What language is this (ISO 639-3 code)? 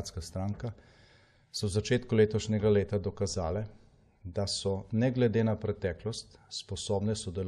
slv